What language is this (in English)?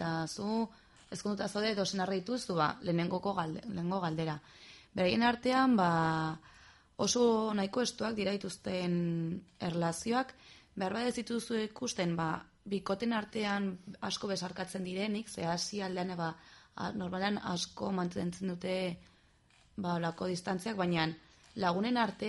Basque